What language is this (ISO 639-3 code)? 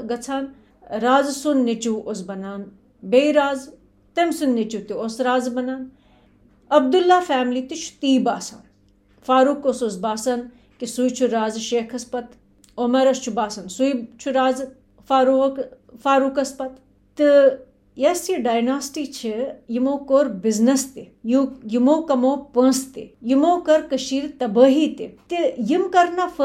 kas